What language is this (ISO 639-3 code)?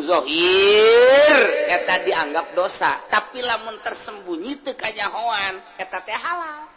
sun